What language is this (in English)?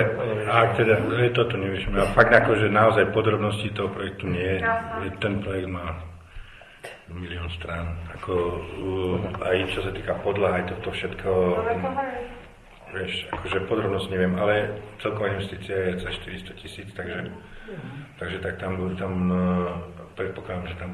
Slovak